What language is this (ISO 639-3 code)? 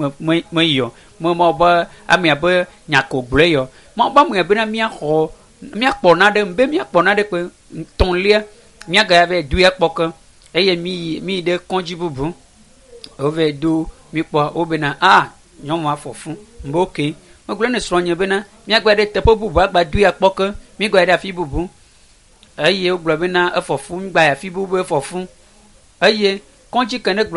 ewe